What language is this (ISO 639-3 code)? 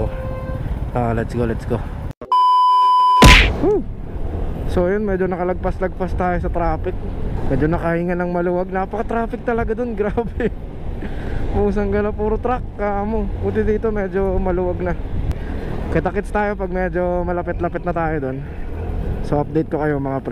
fil